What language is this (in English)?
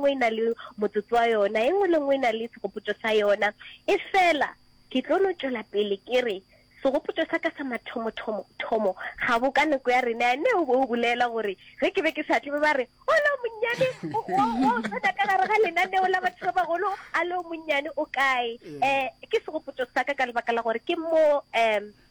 Northern Sotho